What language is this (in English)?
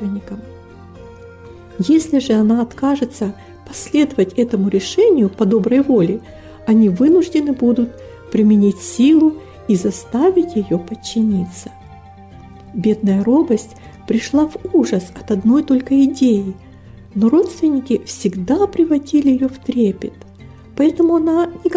Russian